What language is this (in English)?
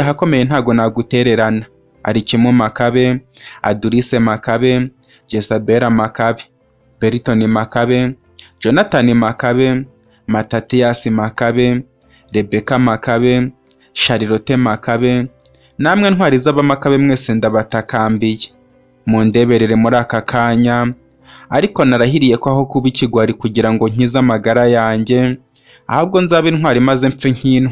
Kinyarwanda